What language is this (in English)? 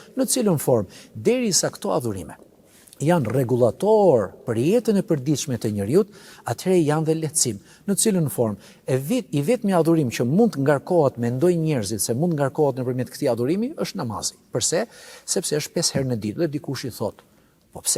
Albanian